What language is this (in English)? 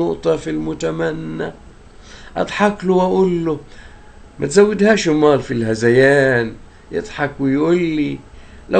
Egyptian Arabic